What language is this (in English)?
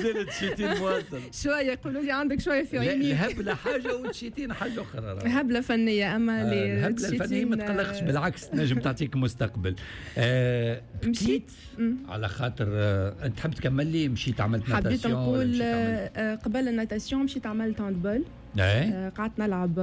Tunisian Arabic